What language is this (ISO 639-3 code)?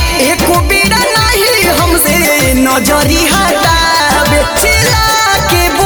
bho